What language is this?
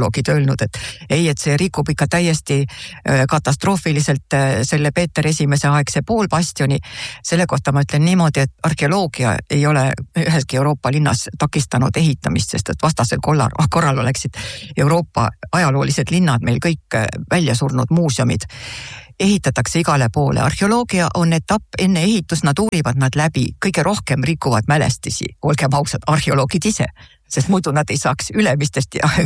Estonian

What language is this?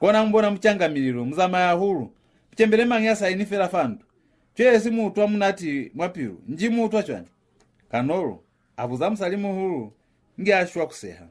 Lozi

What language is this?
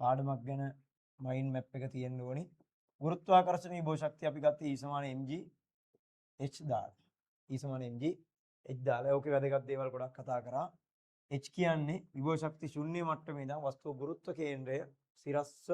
Sinhala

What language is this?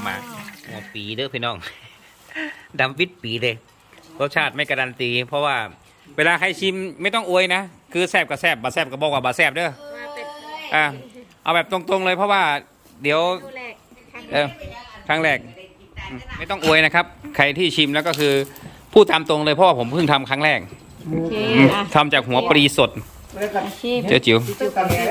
Thai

